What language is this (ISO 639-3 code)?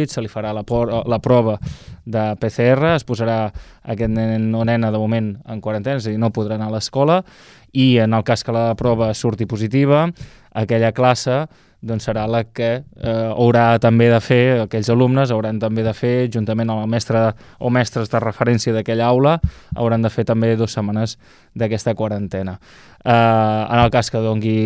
cat